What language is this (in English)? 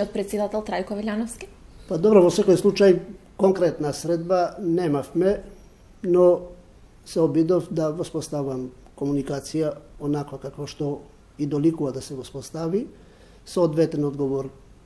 Macedonian